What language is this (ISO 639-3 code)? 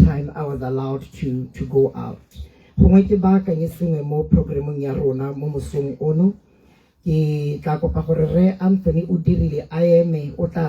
tsn